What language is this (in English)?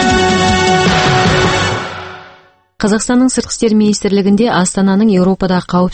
Kazakh